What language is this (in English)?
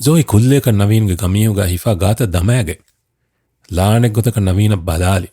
Divehi